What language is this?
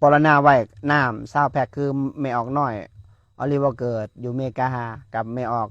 Northeastern Thai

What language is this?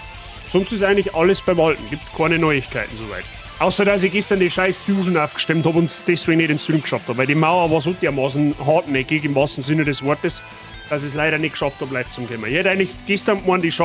Bavarian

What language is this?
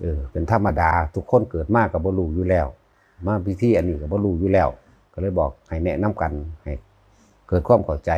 Northeastern Thai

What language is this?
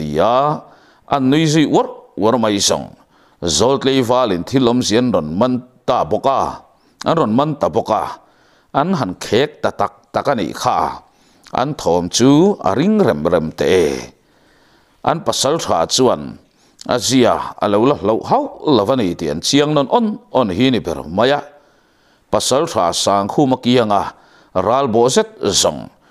Mizo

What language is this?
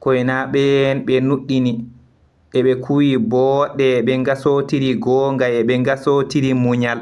Fula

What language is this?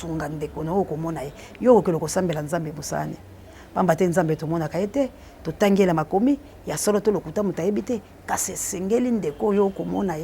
Lingala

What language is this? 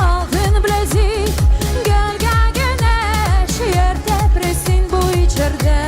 Gagauz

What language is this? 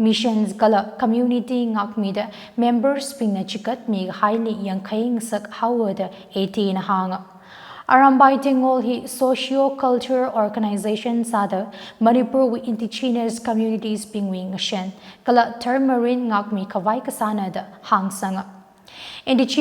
Tangkhul Naga (India)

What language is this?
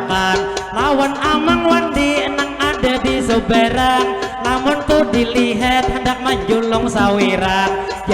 Banjar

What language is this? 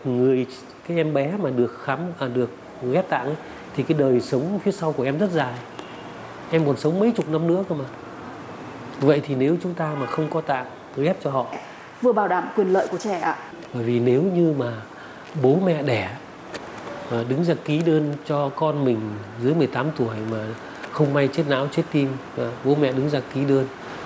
Vietnamese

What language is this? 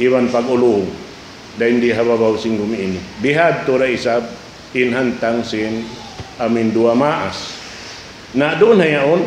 Tausug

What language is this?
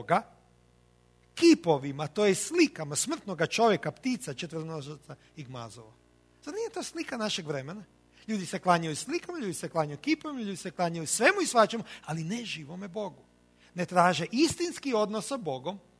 Croatian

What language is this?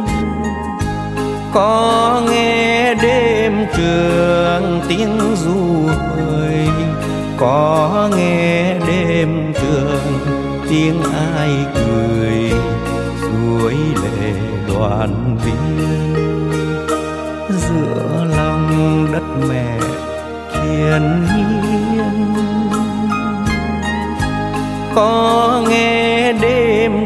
Vietnamese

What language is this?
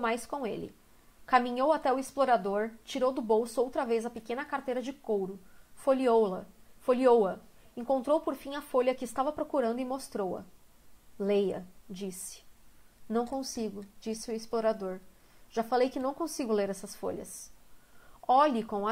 Portuguese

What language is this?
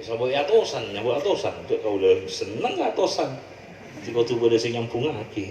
Madurese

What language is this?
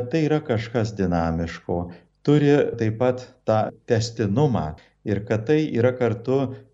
Lithuanian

